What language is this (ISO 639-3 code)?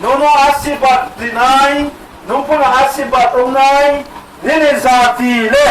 ria